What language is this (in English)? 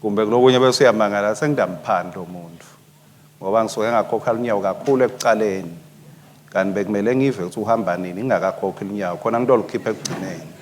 Swati